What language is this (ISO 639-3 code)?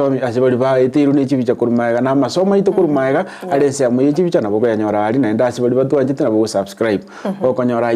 guz